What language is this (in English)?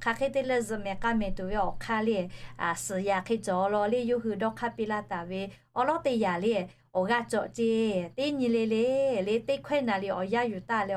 Lahu